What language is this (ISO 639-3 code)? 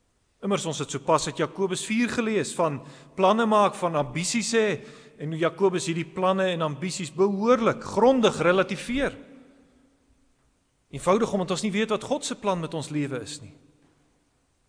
afr